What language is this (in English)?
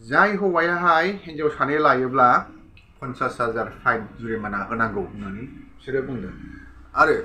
Bodo